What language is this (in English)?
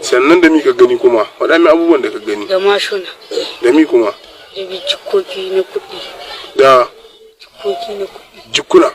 Hausa